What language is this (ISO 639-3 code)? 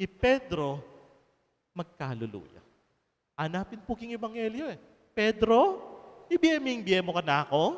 pam